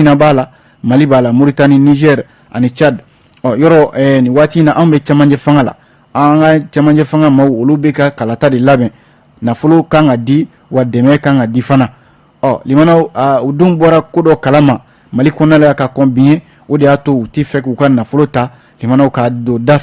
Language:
Bambara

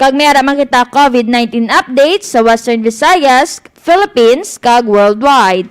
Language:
Hiligaynon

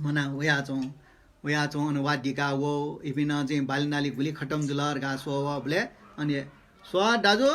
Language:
Newari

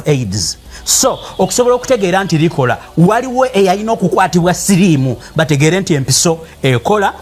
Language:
Ganda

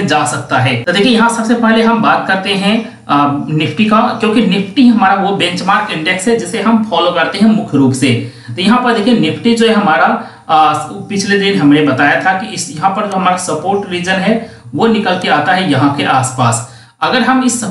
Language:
Hindi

